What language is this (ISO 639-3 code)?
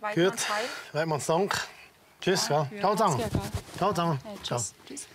gsw